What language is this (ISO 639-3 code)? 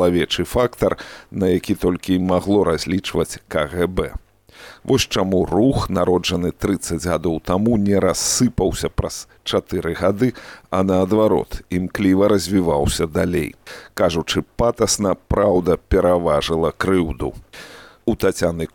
bel